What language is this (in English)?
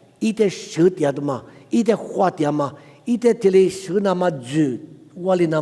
Lisu